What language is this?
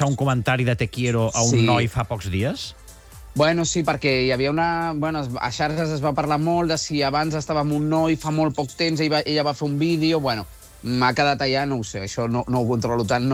Catalan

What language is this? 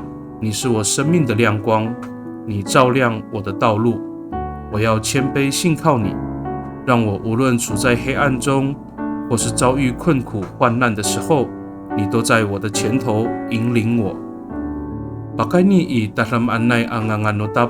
Amis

